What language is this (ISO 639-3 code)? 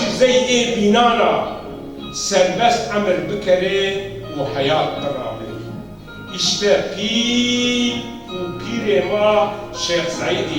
zza